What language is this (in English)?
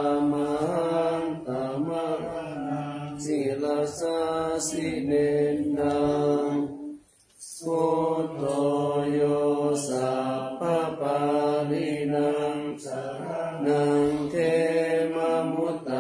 Pali